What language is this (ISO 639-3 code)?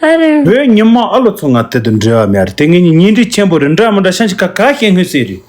bod